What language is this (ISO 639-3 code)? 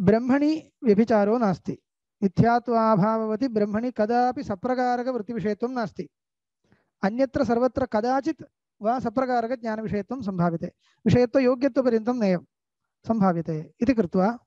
san